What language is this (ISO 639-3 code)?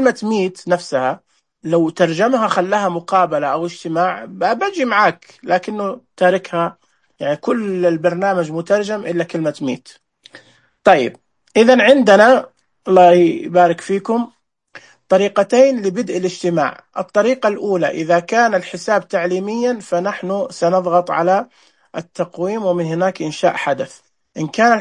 ars